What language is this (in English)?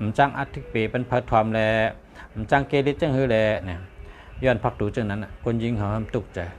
Shan